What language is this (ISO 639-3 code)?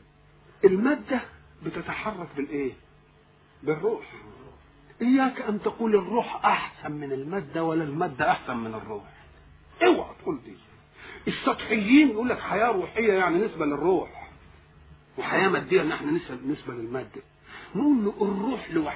arz